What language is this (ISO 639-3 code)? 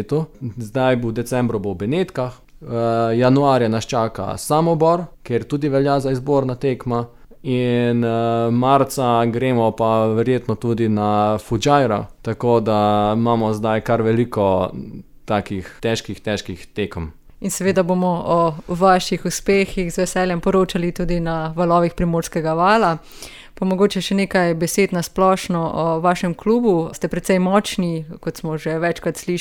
slv